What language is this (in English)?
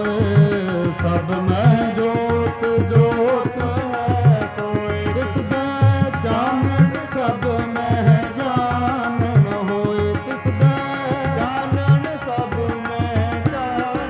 Punjabi